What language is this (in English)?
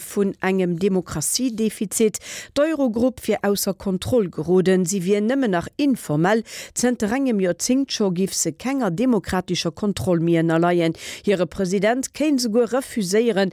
Luxembourgish